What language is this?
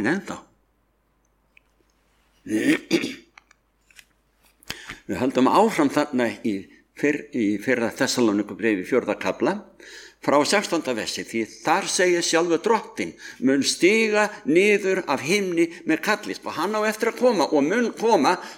Icelandic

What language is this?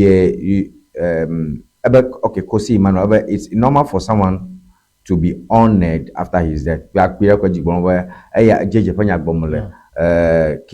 Ewe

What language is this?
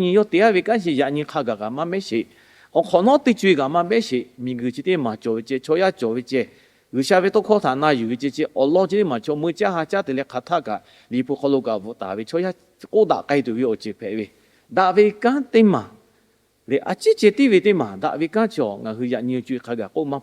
Lahu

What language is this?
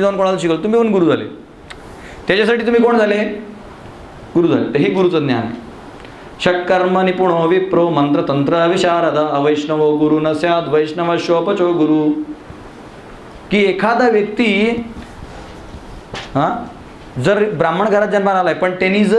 Marathi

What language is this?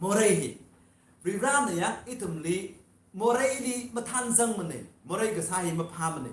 Tangkhul Naga (India)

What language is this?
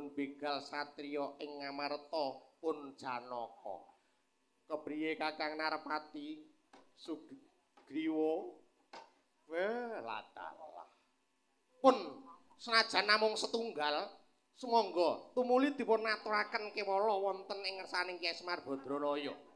Javanese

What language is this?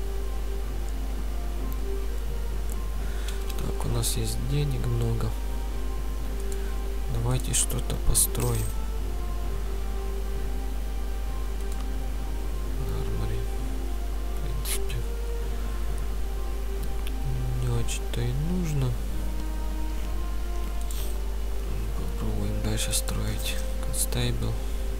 Russian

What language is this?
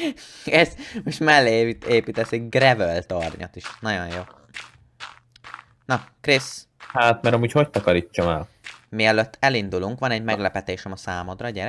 Hungarian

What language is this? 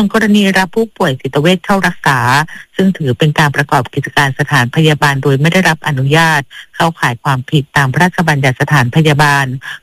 Thai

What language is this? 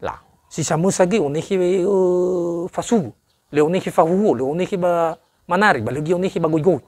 Nias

